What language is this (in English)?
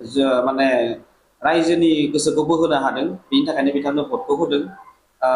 Bodo